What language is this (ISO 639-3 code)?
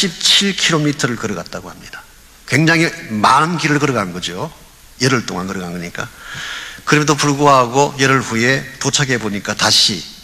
kor